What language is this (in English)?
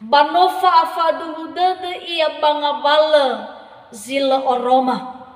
Nias